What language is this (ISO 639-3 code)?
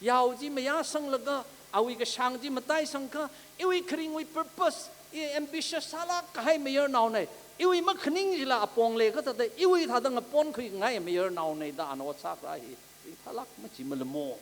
nmf